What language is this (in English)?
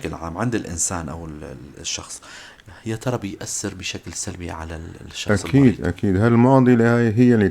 North Levantine Arabic